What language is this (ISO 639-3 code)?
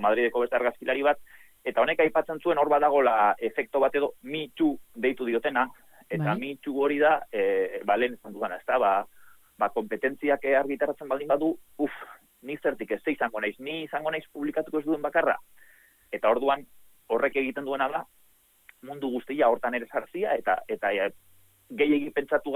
eus